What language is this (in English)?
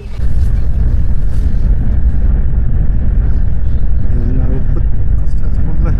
Yakut